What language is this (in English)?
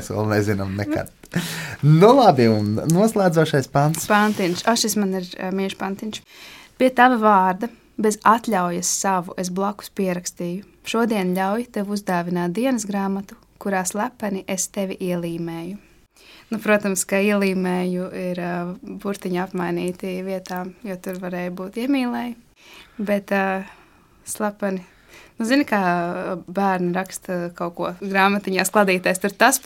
Latvian